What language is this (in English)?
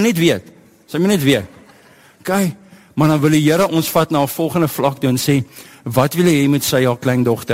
Afrikaans